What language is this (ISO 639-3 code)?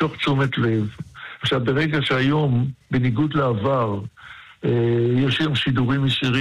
heb